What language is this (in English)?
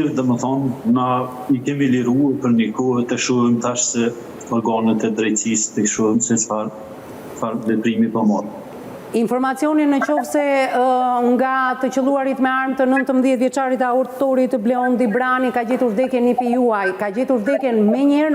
Albanian